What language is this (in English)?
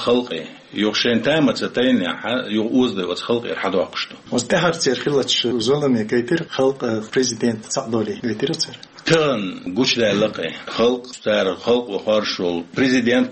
Chechen